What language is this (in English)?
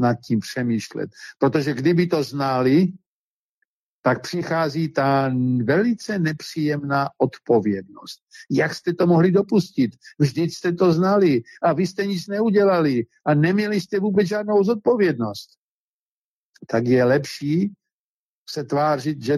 Czech